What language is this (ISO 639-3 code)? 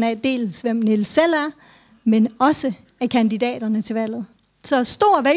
dan